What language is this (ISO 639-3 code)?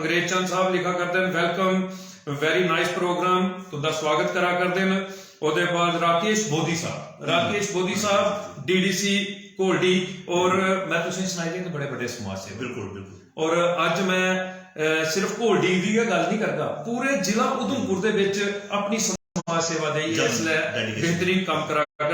doi